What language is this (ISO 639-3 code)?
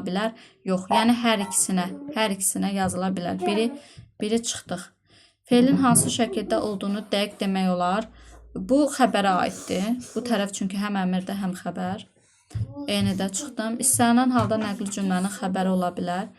aze